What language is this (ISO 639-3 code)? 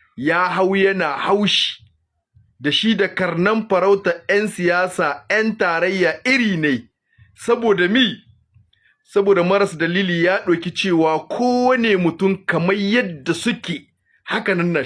hau